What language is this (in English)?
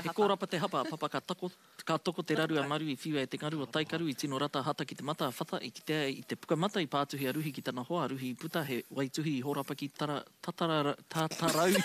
Māori